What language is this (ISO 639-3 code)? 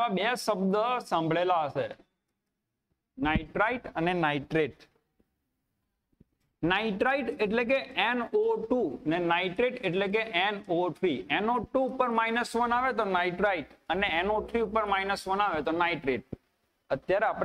guj